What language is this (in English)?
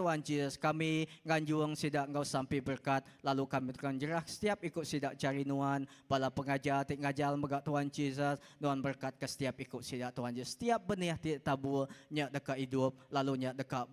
Iban